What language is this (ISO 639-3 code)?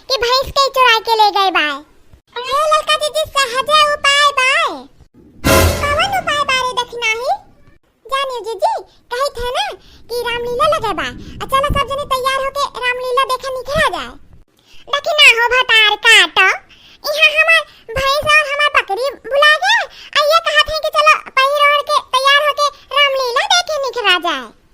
awa